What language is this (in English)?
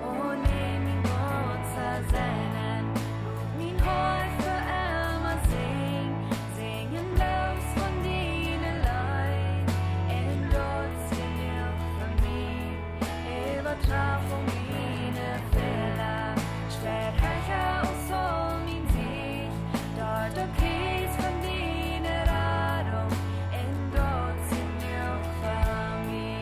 Plautdietsch